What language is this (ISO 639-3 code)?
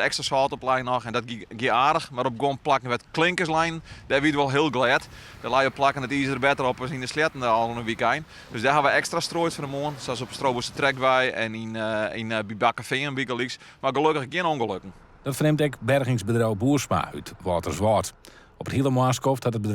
fry